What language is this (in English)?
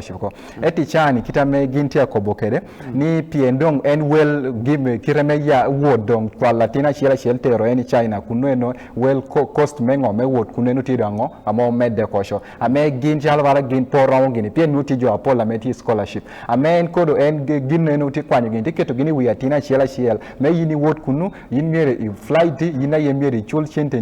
Acoli